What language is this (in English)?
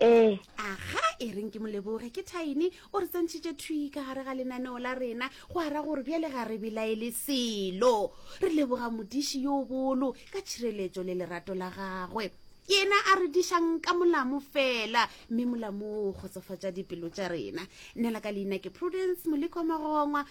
Northern Sotho